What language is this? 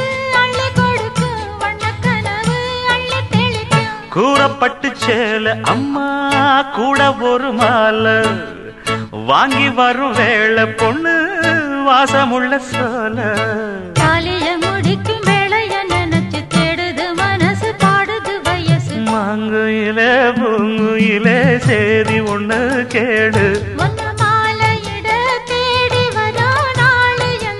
Tamil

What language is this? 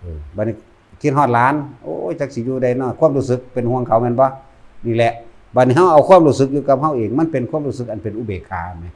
Northeastern Thai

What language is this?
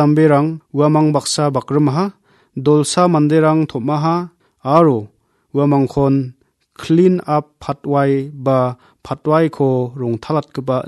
Garo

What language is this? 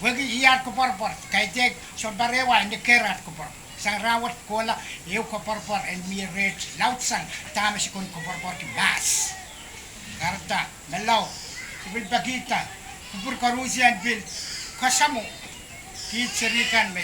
Pohnpeian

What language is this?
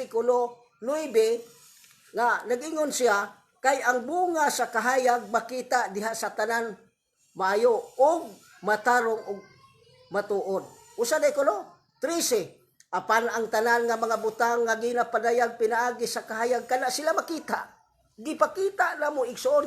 Cebuano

